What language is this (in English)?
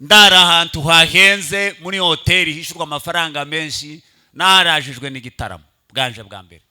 Kinyarwanda